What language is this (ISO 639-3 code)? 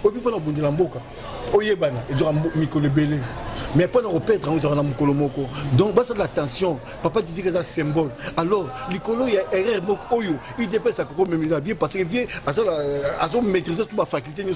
lin